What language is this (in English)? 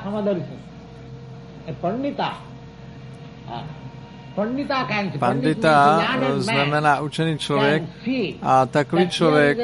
Czech